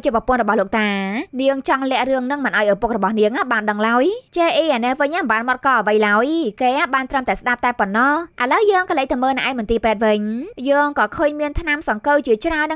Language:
Khmer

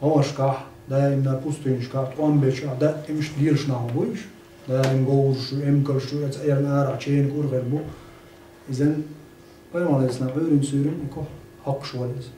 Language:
Chechen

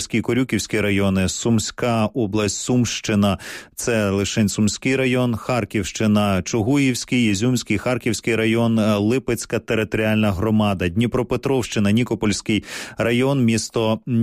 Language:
Ukrainian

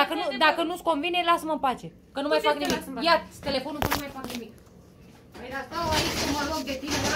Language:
Romanian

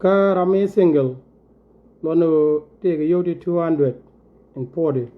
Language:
Nuer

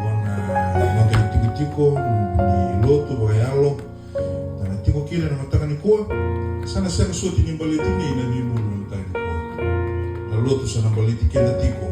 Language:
Fijian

